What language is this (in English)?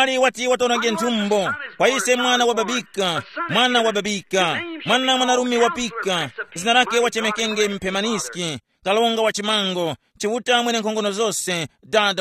Tumbuka